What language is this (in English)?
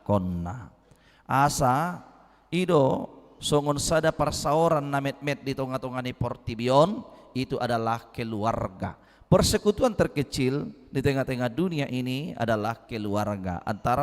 Batak Toba